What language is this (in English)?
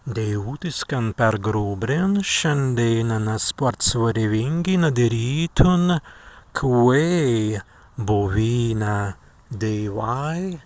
Prussian